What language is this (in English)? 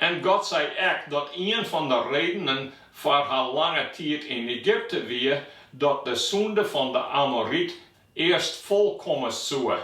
Western Frisian